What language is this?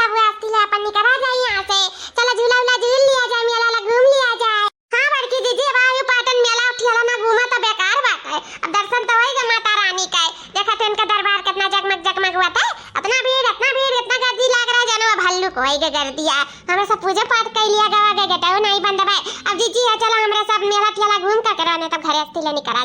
Awadhi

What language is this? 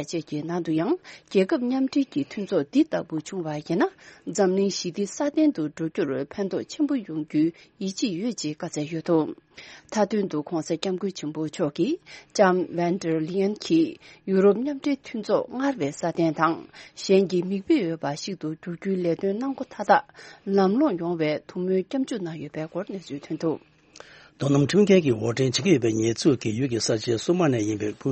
Tibetan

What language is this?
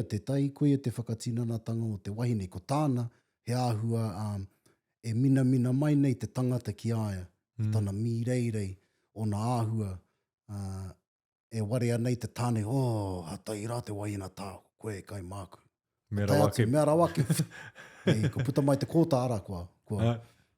Māori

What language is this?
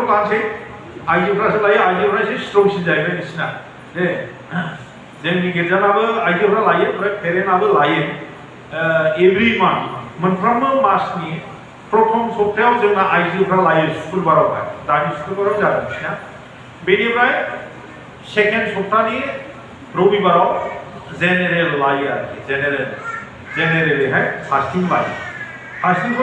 Bodo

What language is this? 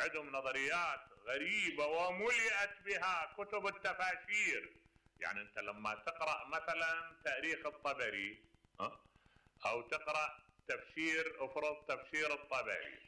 Mesopotamian Arabic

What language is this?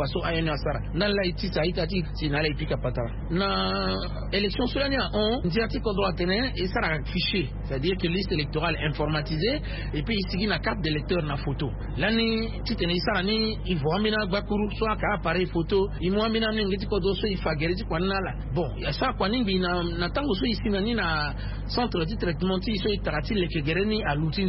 Sango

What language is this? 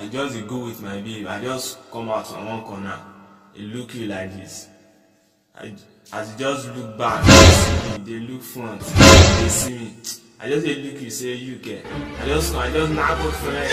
Nigerian Pidgin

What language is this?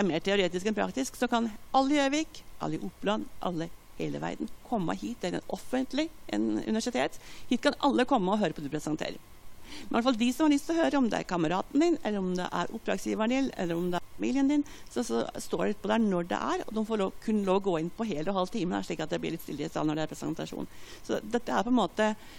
Norwegian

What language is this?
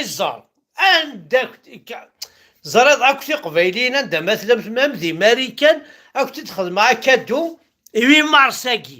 Kabyle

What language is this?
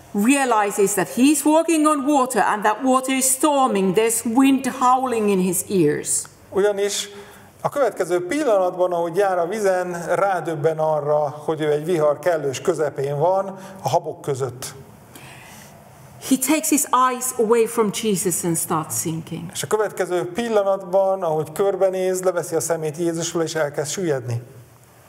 Hungarian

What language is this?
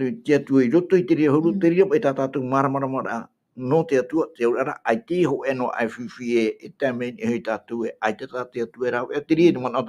Tahitian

